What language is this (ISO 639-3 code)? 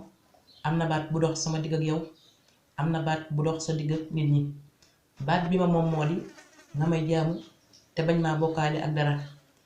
wol